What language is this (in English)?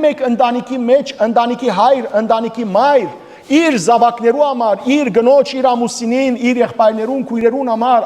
Western Armenian